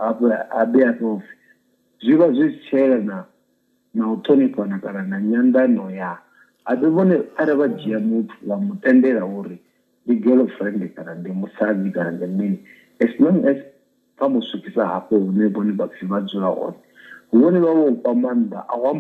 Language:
Venda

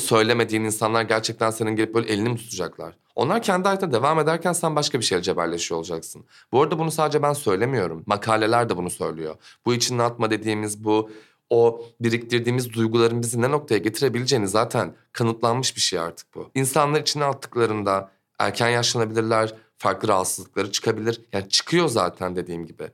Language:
Turkish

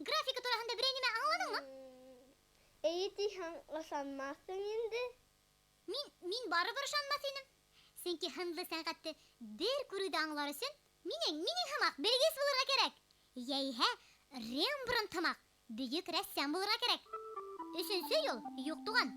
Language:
Bashkir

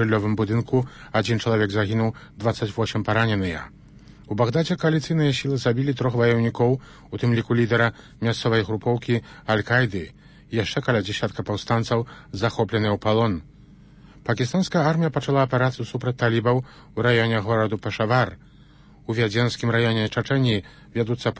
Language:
Belarusian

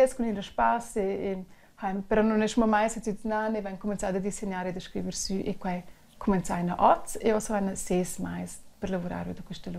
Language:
Romansh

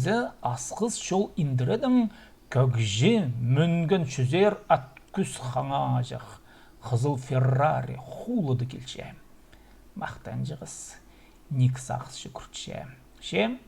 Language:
Khakas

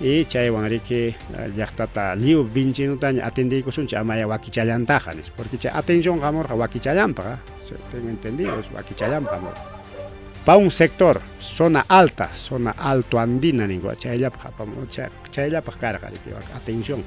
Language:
Ayacucho Quechua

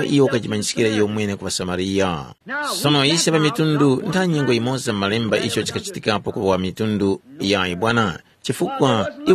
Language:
Tumbuka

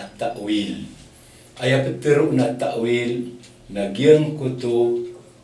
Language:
Maranao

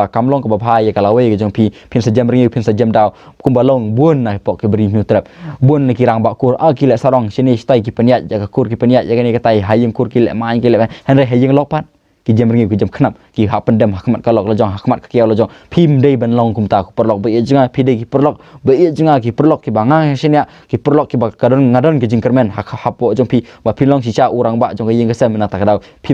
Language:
Khasi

